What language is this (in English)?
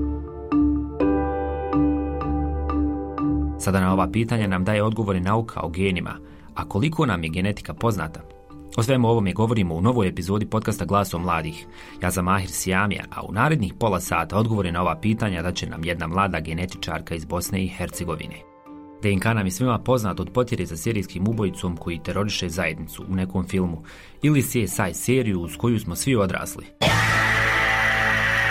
Bosnian